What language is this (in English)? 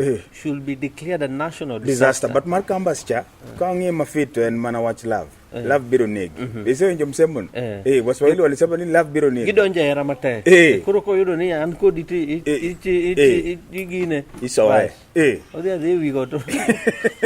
Luo (Kenya and Tanzania)